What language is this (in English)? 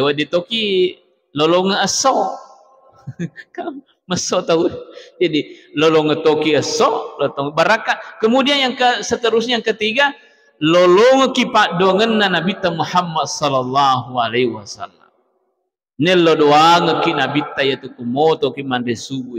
Buginese